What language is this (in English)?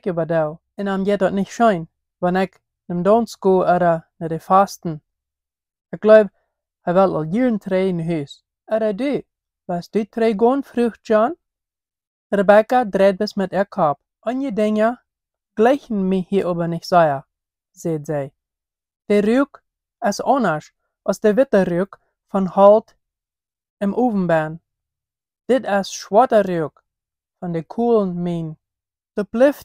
Plautdietsch